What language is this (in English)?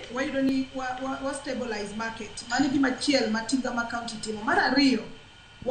Luo (Kenya and Tanzania)